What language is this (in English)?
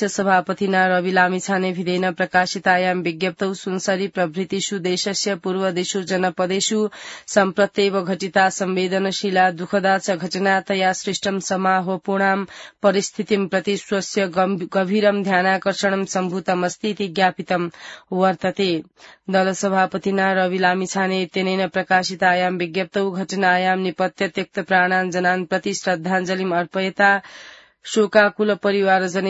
Sanskrit